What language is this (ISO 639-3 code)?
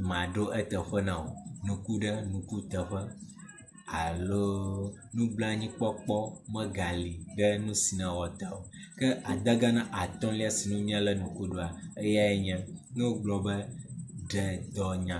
ewe